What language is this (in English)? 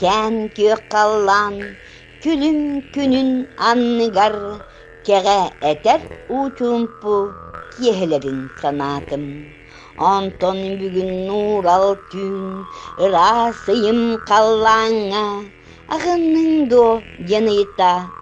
Yakut